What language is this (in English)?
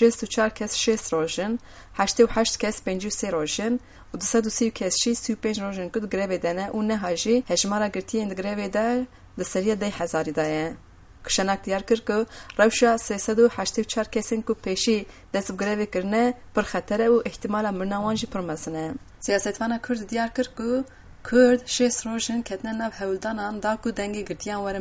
Kurdish